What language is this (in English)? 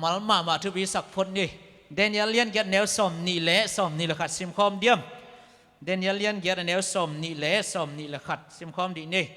Tedim Chin